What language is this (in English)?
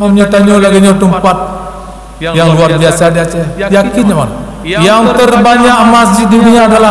Achinese